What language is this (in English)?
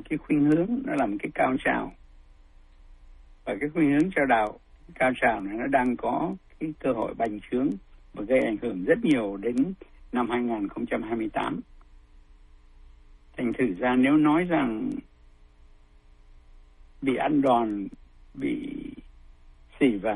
Vietnamese